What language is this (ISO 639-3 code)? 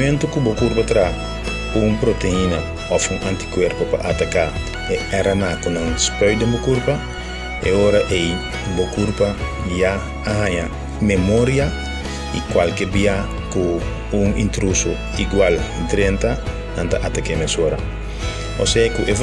pap